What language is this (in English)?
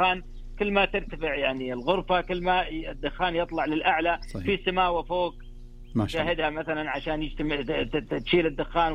Najdi Arabic